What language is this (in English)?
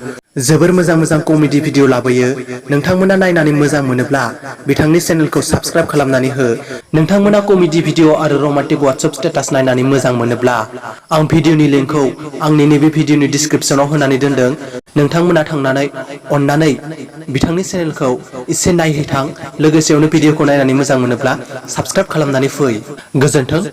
Bodo